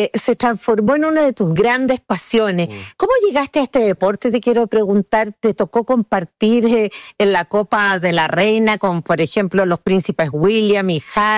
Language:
Spanish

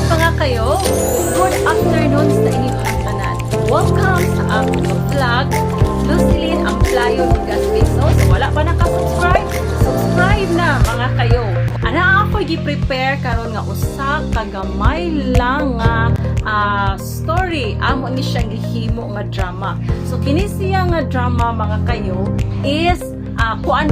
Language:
Cebuano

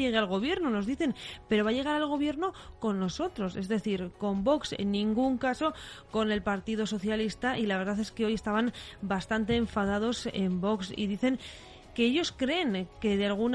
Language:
Spanish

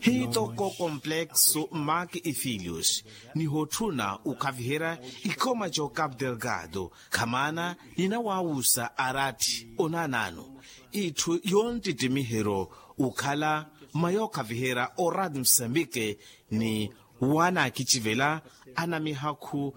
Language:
Makhuwa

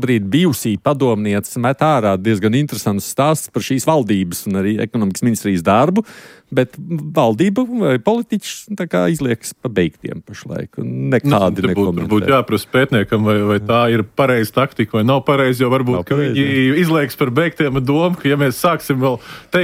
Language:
Latvian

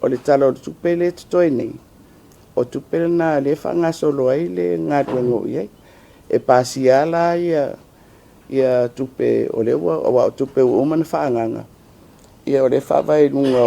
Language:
Samoan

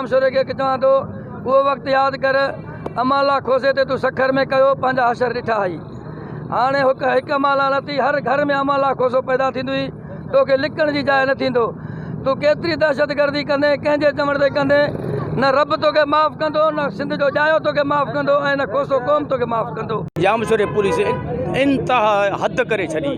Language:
Sindhi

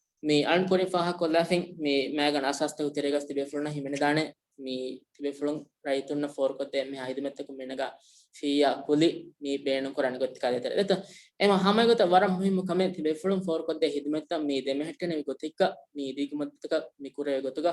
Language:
Divehi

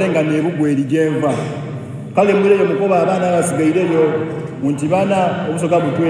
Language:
Soga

